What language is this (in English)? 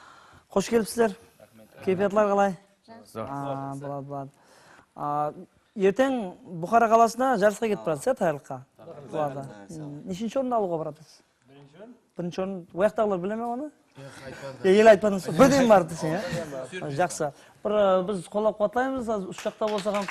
Kara-Kalpak